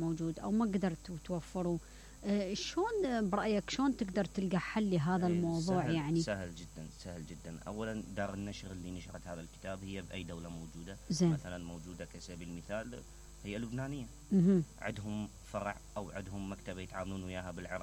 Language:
Mesopotamian Arabic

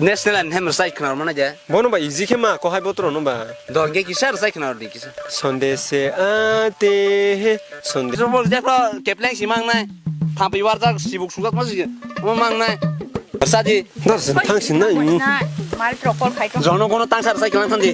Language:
Kok Borok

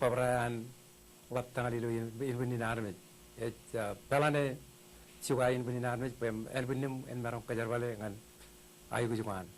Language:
Marshallese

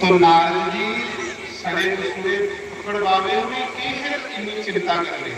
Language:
Dogri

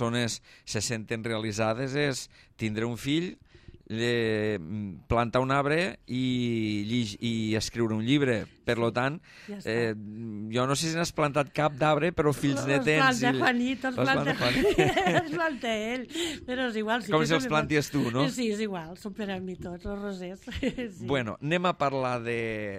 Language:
Catalan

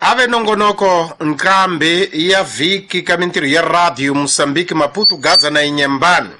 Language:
Tsonga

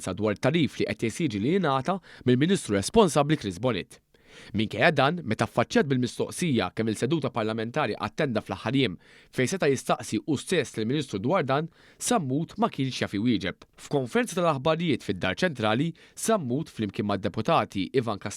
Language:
Maltese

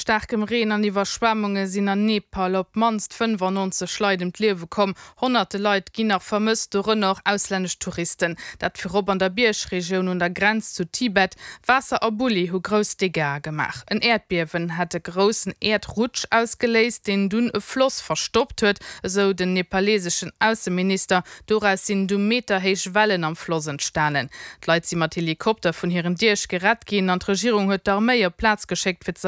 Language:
Luxembourgish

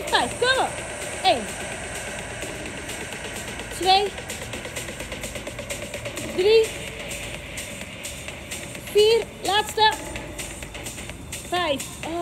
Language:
Dutch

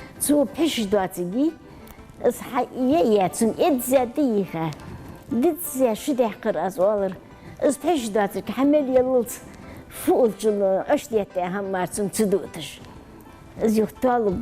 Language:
Ingush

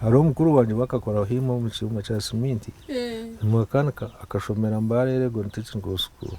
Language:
Nyankole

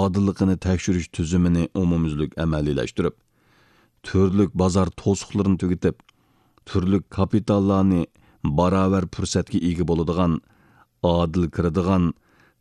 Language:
Uyghur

